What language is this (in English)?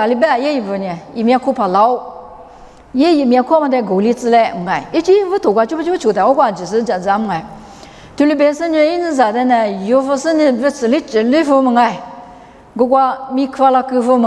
Lisu